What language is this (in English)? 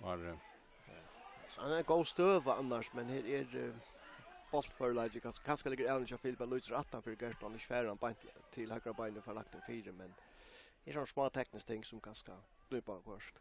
Faroese